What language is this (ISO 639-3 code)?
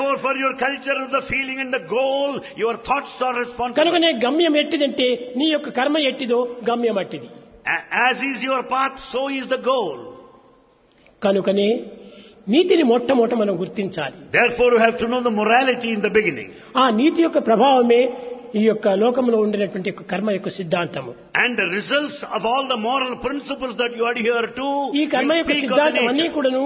tel